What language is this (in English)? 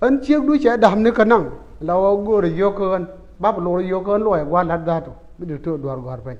Nuer